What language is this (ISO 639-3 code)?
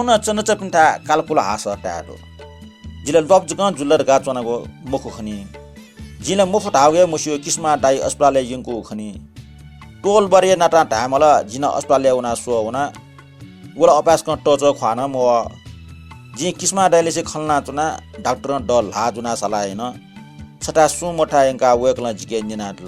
new